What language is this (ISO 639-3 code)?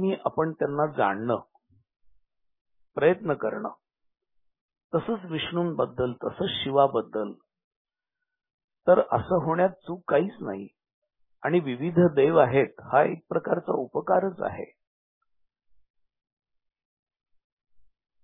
mar